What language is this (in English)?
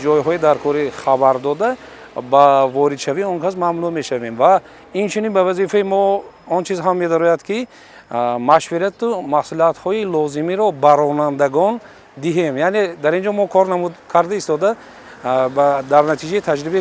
Tajik